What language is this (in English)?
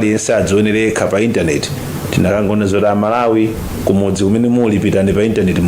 Nyanja